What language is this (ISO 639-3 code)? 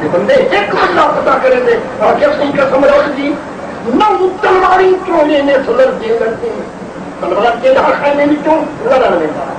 skr